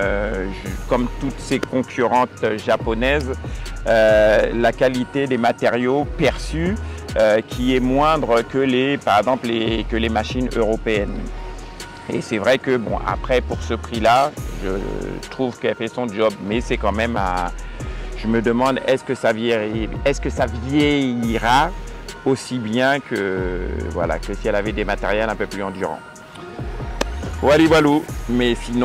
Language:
French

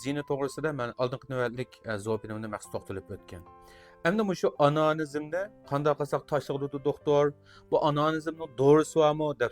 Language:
Uyghur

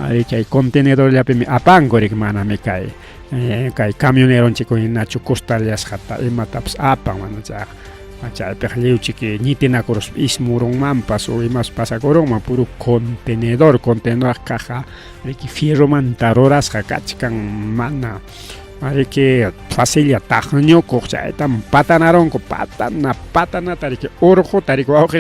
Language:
Ayacucho Quechua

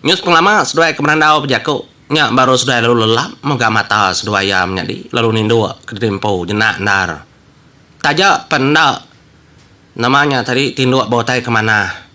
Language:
Iban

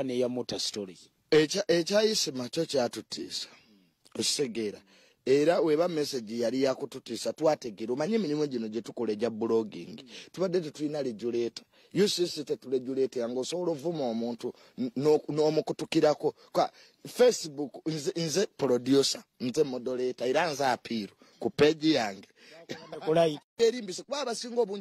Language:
Ganda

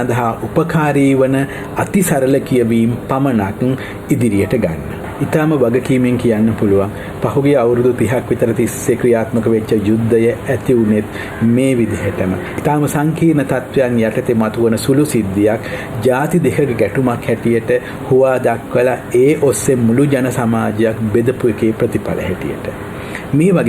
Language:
Sinhala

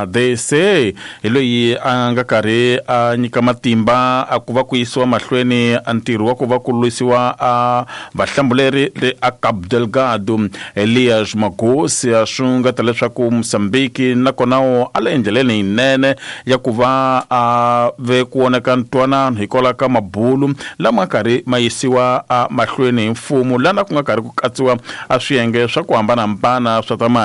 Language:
Tsonga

